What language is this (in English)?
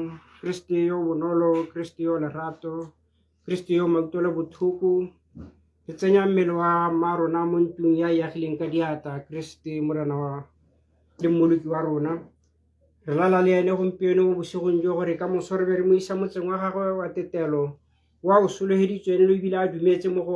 Tswana